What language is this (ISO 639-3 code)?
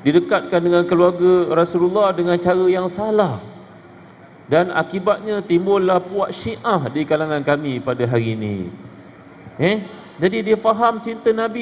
msa